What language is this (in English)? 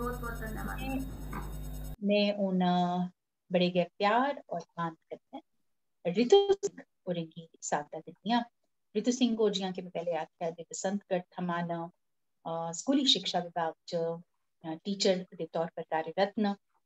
Dogri